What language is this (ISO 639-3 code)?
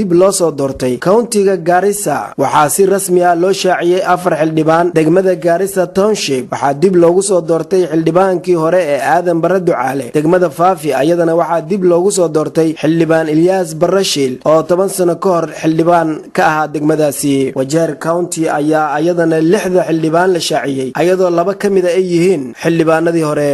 som